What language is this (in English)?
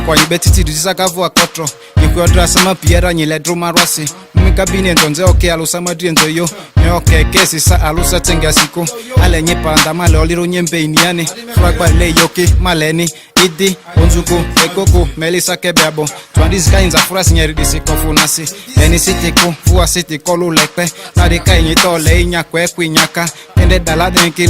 Ma'di